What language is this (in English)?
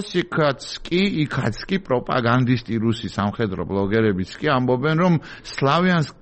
Georgian